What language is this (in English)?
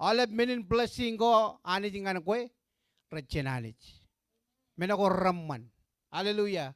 Marshallese